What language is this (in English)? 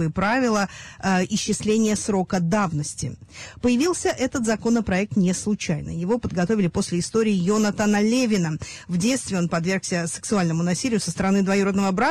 Russian